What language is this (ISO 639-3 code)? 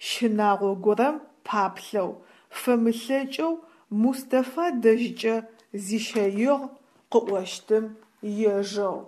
ady